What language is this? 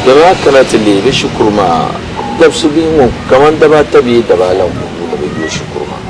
Dagbani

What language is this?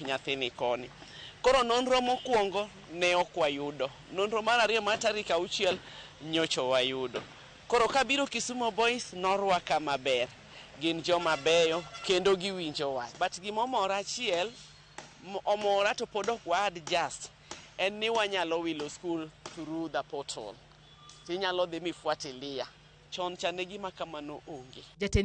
Luo (Kenya and Tanzania)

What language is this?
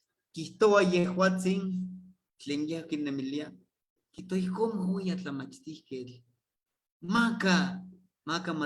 Eastern Huasteca Nahuatl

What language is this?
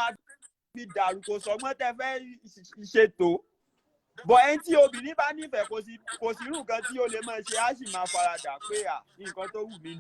Yoruba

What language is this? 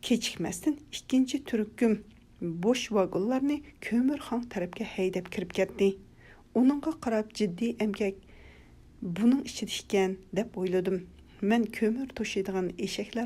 Uyghur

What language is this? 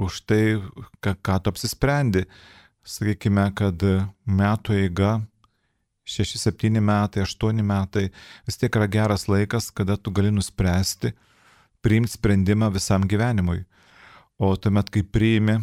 Lithuanian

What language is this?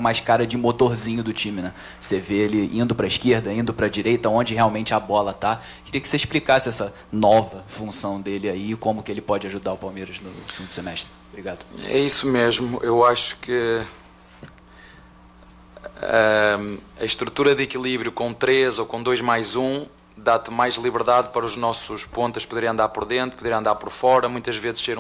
Portuguese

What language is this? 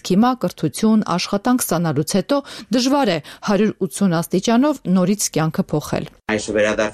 Armenian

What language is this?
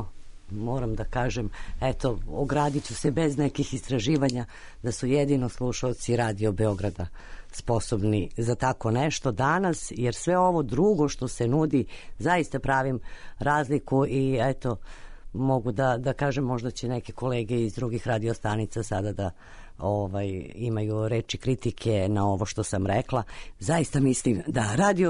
Serbian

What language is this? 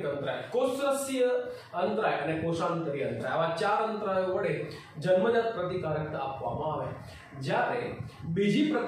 Gujarati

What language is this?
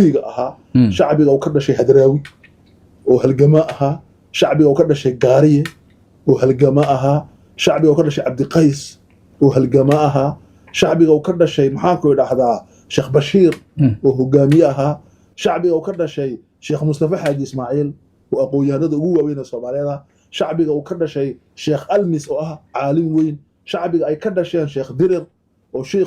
Somali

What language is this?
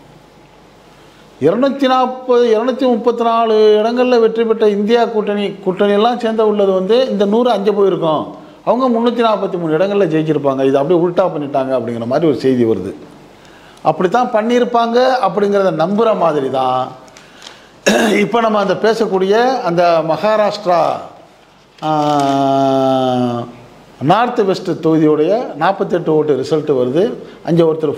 Tamil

